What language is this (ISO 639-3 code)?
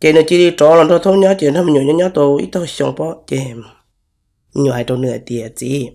hmn